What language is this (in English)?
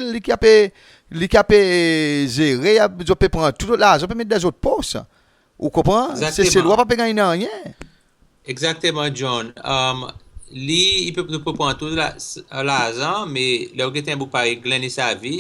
Seselwa Creole French